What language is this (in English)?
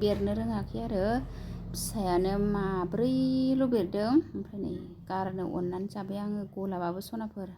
Bodo